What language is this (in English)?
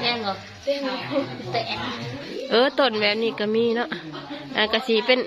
Northeastern Thai